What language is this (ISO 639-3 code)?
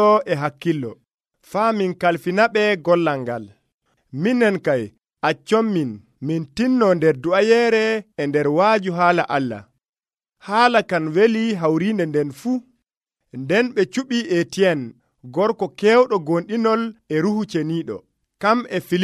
fuv